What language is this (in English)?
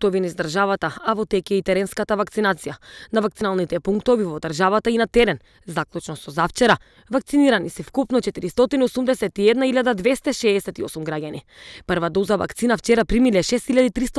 Macedonian